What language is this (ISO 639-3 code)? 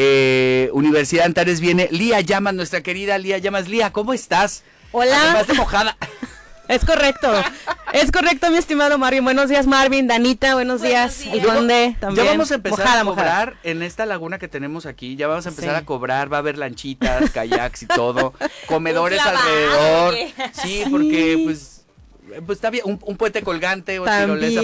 spa